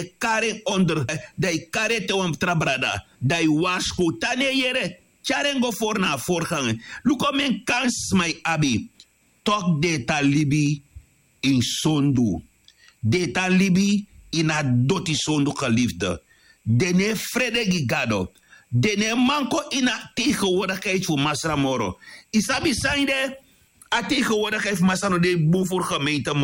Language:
Sranan Tongo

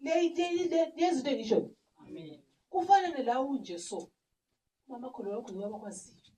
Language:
North Ndebele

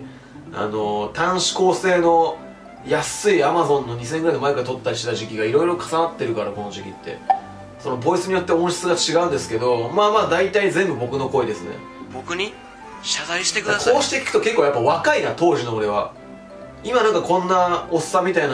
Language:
Japanese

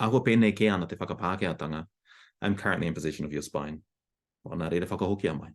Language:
Māori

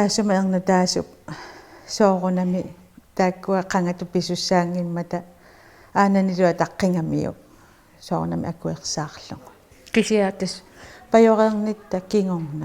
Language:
Kalaallisut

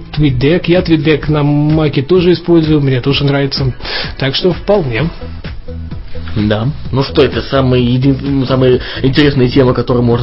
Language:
Russian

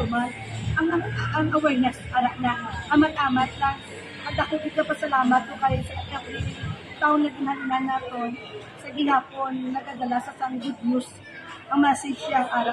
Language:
Hiligaynon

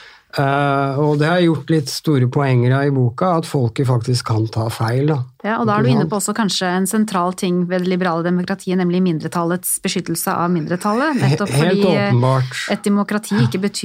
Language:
Norwegian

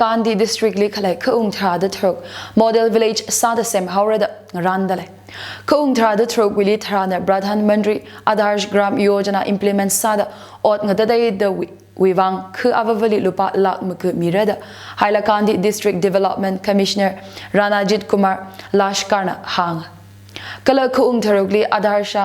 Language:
Tangkhul Naga (India)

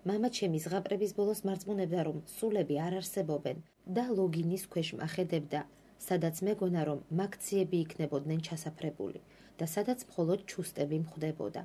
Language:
Georgian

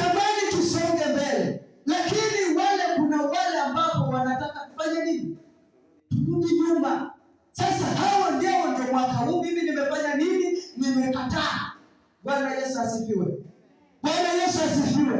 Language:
Swahili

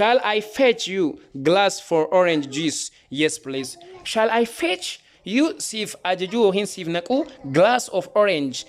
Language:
Oromo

